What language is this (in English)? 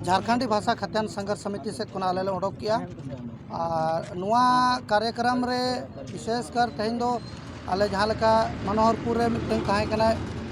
Santali